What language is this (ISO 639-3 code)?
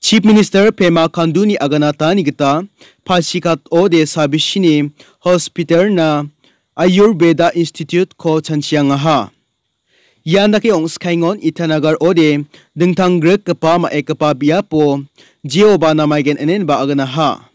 grt